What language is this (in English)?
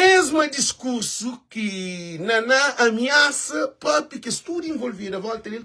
Kabuverdianu